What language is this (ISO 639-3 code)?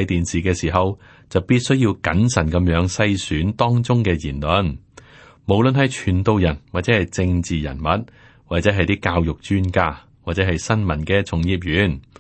yue